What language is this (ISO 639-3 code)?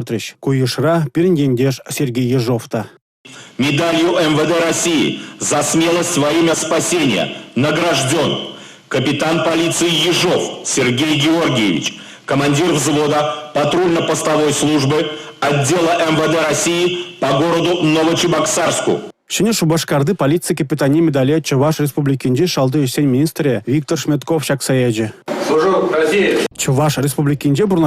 chv